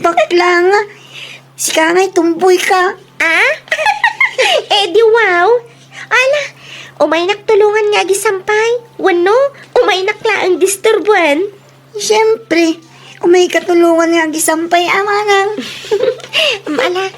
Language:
Iloko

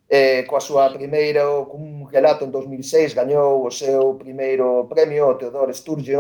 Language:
Galician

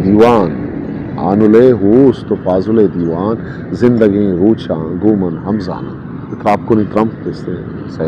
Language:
Eastern Balochi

